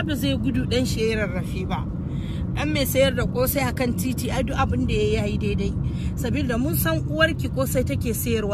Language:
Hausa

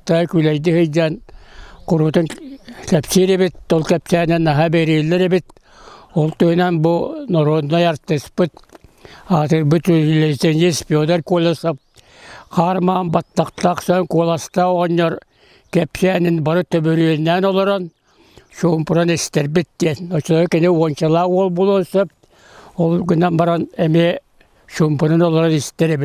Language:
Yakut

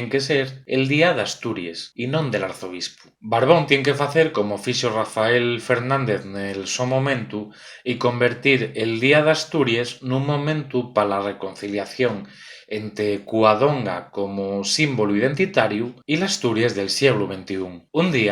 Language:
Asturian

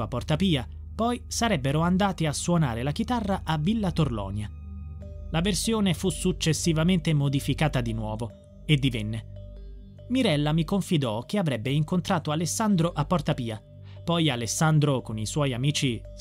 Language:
Italian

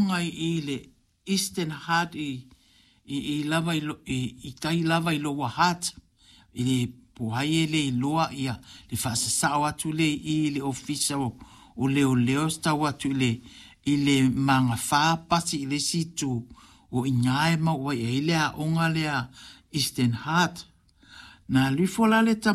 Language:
Samoan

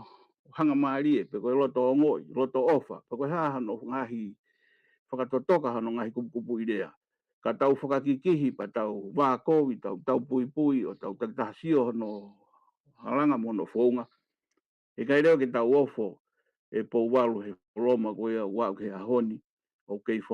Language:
Tongan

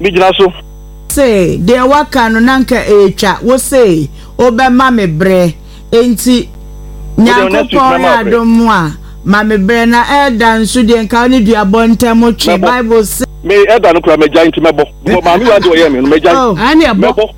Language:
Akan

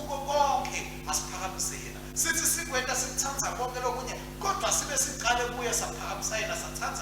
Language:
Swati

